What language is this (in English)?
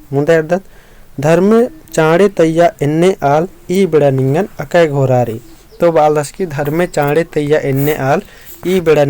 Kurukh